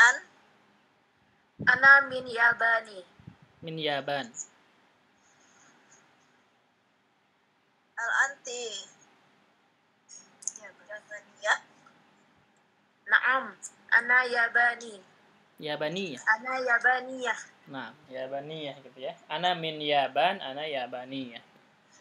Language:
Indonesian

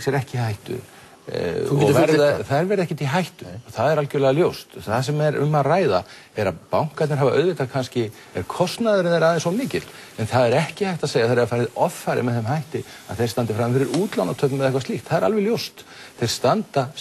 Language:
Icelandic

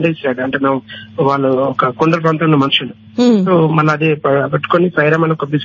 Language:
Telugu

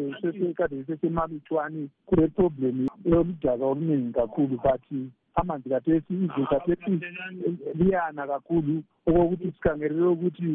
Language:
North Ndebele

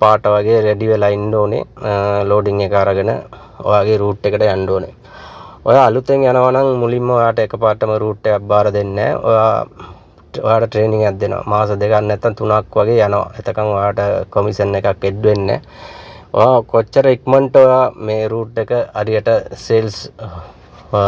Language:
Sinhala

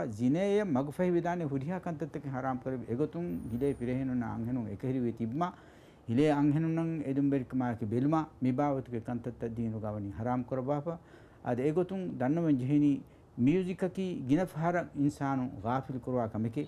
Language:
Divehi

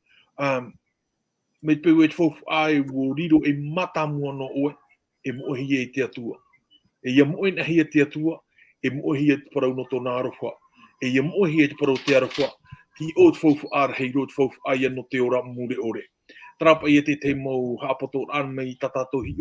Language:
Tahitian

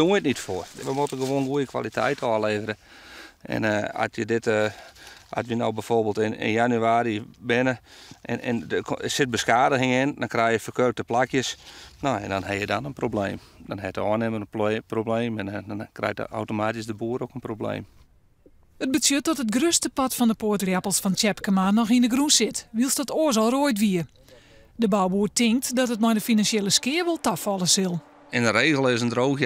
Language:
Western Frisian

